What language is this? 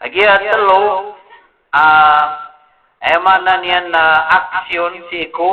Maranao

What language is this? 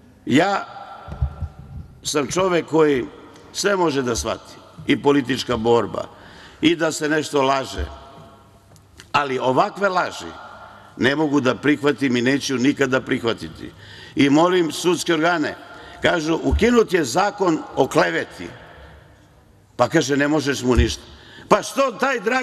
Serbian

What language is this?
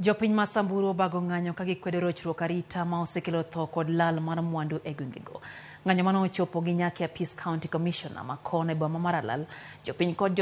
Luo (Kenya and Tanzania)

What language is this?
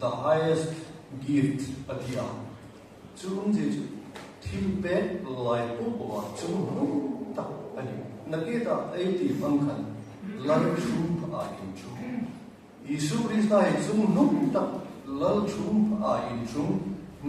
Hmar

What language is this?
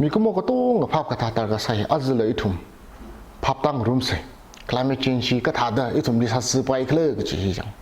Tangkhul Naga (India)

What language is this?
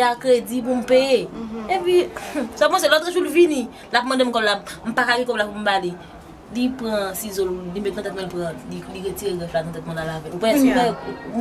Haitian Creole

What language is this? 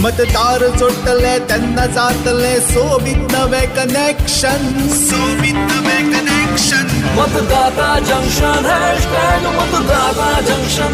Konkani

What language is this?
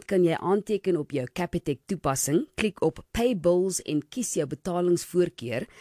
Afrikaans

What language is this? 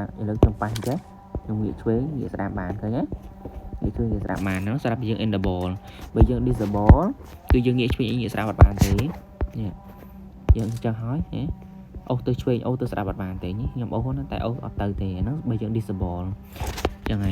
Khmer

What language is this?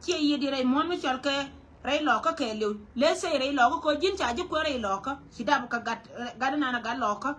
Nuer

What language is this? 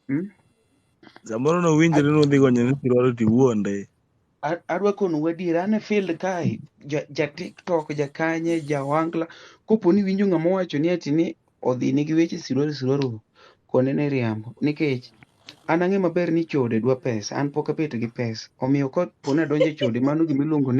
Luo (Kenya and Tanzania)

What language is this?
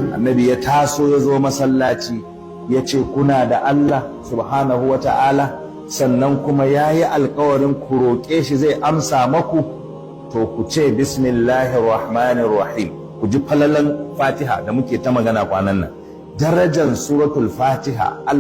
Hausa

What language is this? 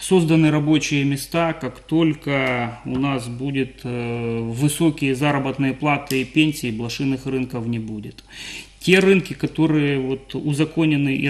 Russian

